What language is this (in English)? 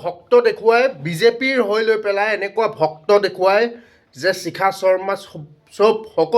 Assamese